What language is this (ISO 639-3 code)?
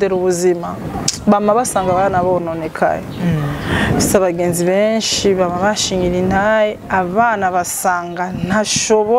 run